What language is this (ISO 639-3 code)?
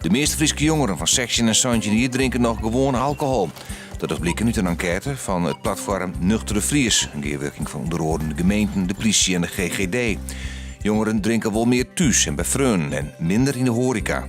fry